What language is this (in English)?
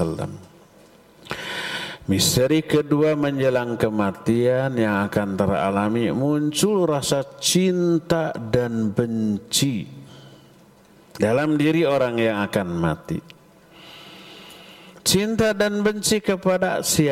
Indonesian